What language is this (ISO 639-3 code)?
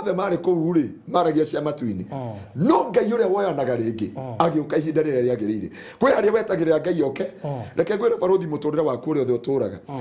kik